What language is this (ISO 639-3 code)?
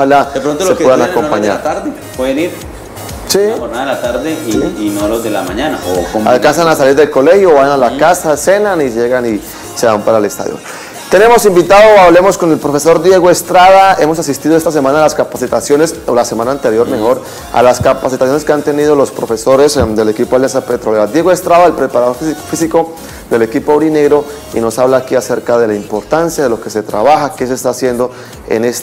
spa